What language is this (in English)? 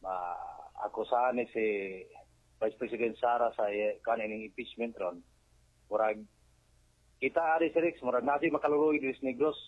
Cebuano